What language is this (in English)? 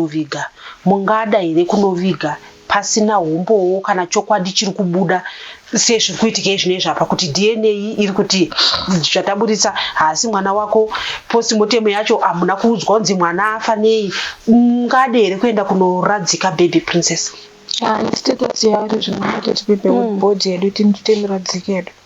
Shona